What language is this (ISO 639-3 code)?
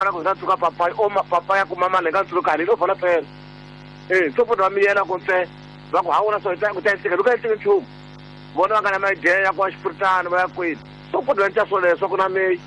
tso